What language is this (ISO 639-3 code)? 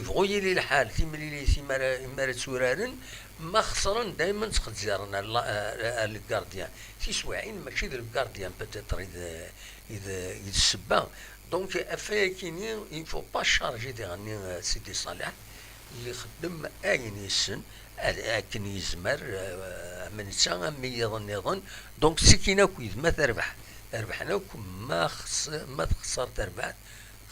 kab